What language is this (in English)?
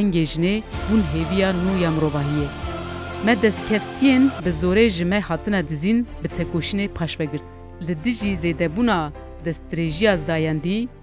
Kurdish